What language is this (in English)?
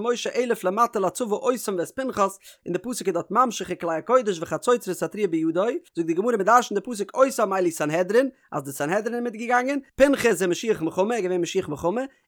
Yiddish